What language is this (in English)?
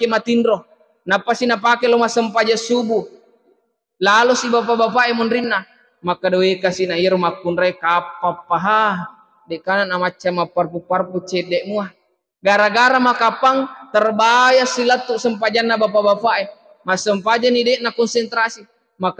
Buginese